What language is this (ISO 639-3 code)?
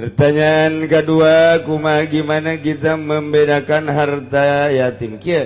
sun